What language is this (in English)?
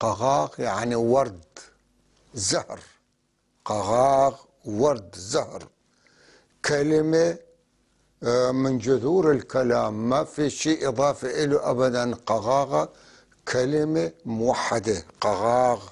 North Levantine Arabic